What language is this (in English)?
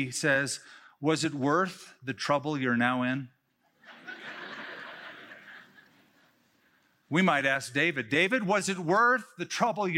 English